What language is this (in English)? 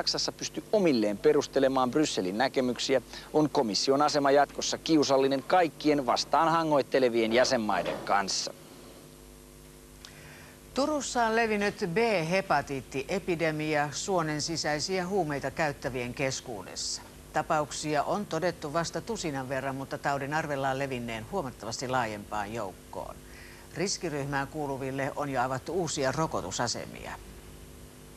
Finnish